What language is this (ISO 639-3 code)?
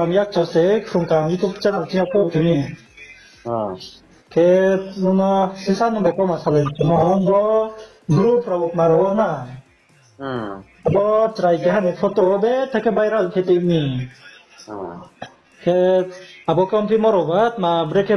ria